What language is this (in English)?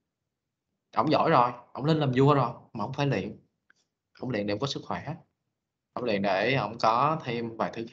Vietnamese